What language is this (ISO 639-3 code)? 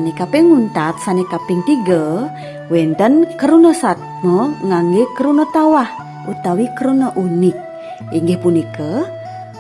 ban